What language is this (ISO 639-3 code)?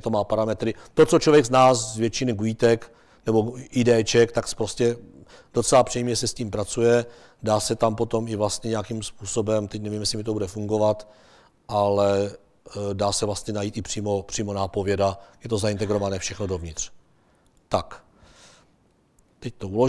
ces